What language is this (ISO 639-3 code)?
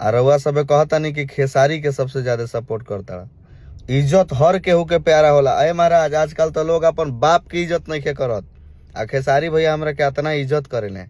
bho